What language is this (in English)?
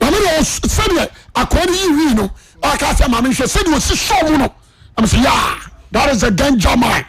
Akan